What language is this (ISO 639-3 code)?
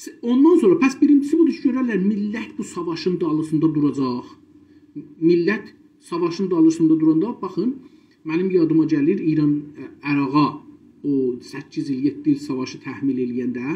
azb